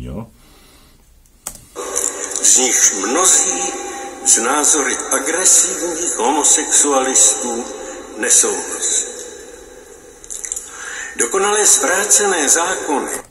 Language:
Czech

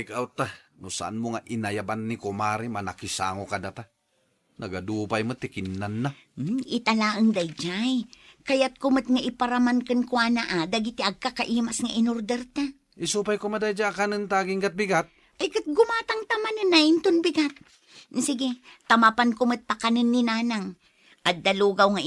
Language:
Iloko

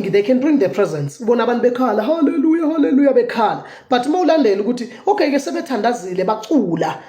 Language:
Zulu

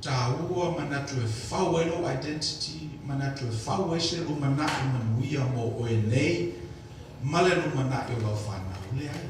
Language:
Samoan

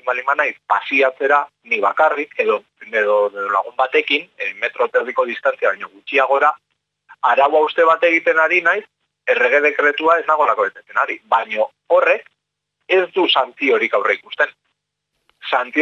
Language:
Basque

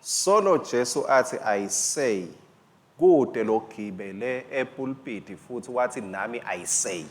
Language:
Swati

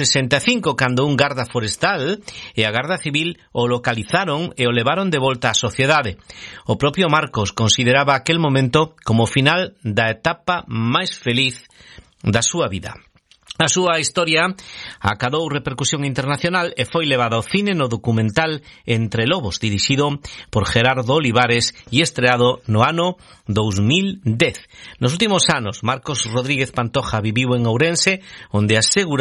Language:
Galician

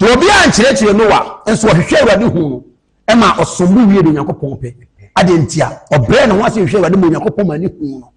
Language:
Akan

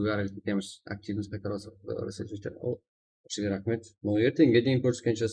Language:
Kara-Kalpak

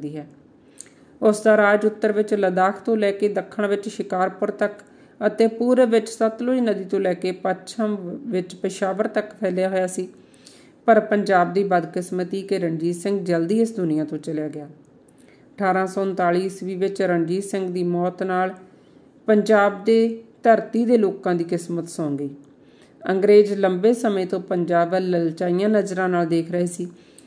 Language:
Punjabi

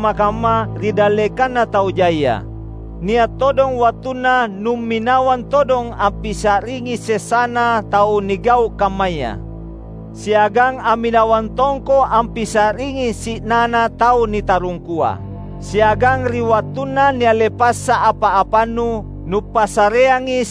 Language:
Makasar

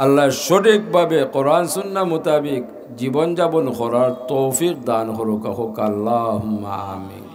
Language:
Sylheti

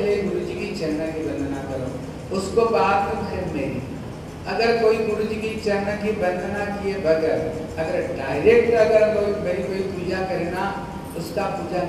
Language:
Hindi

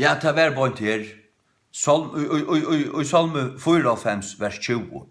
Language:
Faroese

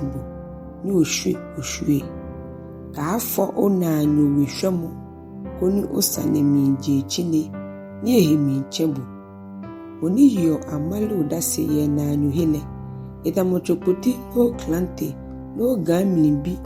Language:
Ga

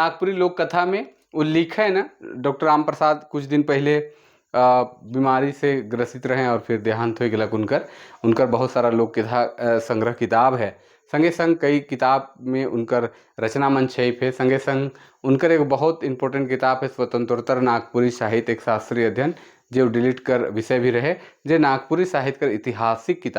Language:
Sadri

